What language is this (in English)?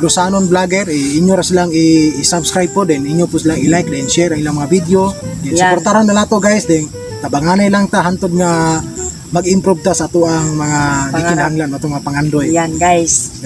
Cebuano